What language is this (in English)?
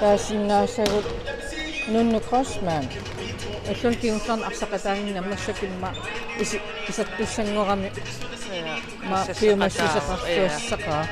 Kalaallisut